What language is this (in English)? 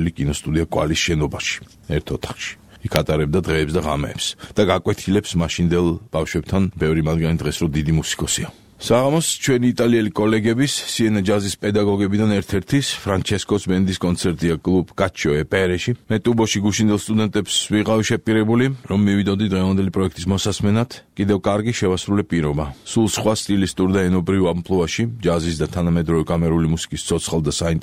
Georgian